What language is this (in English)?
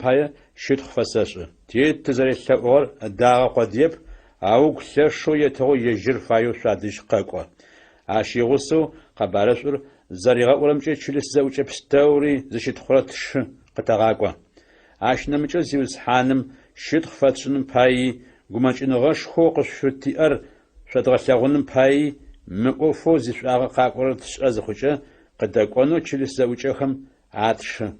Adyghe